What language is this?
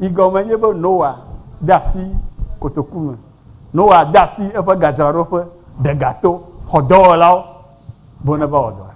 Ewe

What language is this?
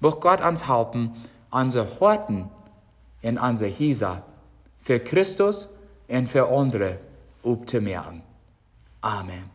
Plautdietsch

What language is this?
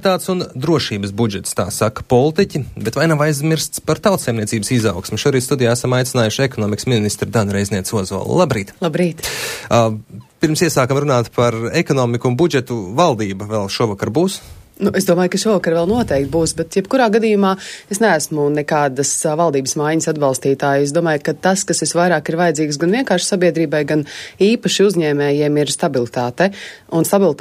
Latvian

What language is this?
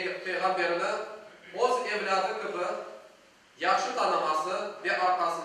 Crimean Tatar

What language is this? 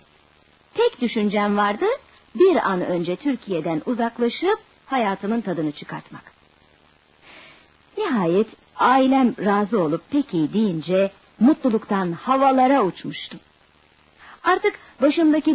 Turkish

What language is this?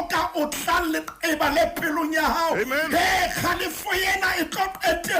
Southern Sotho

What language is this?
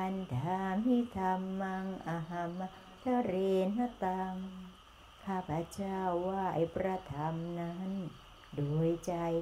Thai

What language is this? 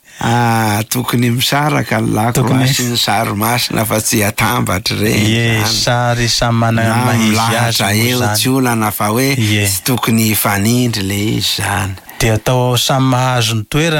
Malagasy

